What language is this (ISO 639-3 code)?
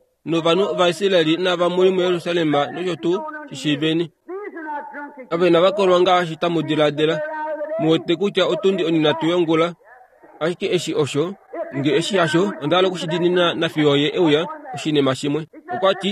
kua